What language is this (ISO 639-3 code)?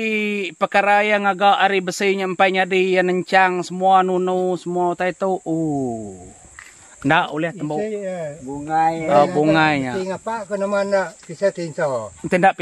iba